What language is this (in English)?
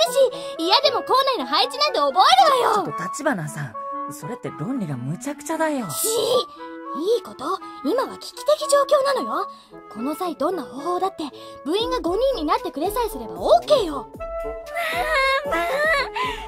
Japanese